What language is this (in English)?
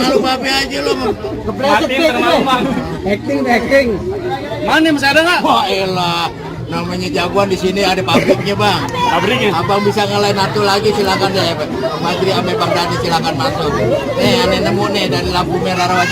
Betawi